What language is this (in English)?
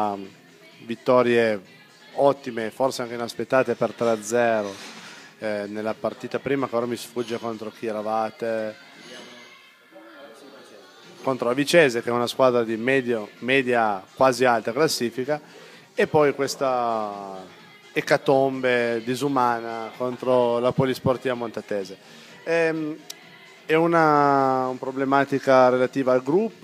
Italian